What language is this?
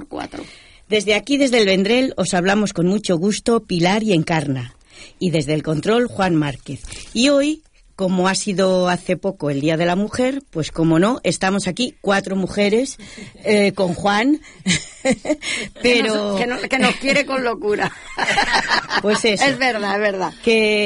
Spanish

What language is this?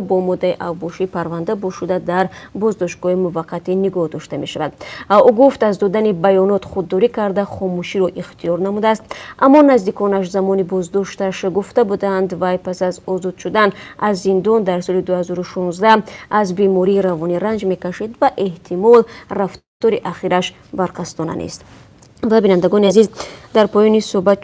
Tajik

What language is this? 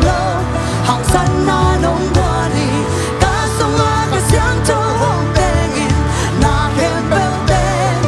Tedim Chin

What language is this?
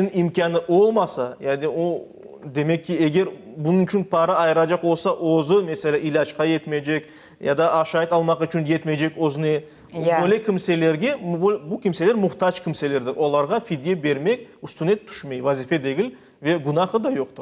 Crimean Tatar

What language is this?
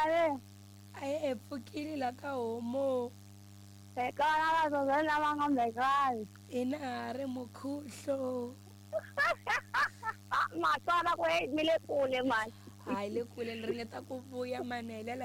Tsonga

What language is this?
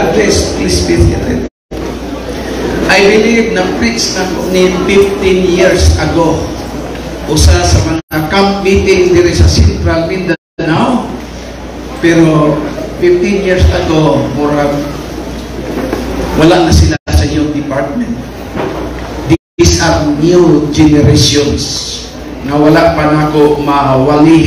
Cebuano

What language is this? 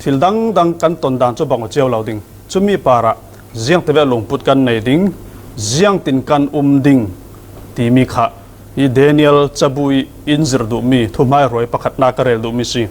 Falam Chin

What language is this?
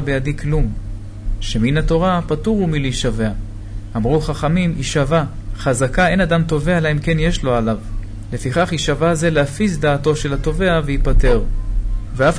Hebrew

